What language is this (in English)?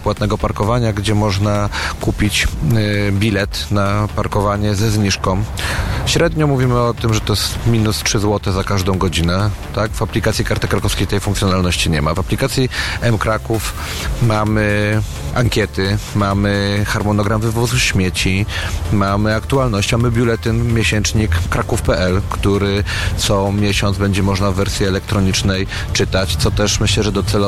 Polish